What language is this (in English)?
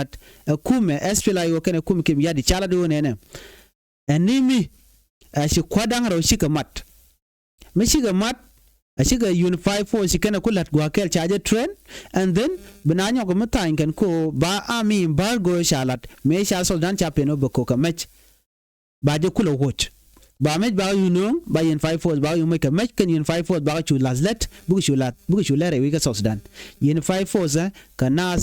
Nuer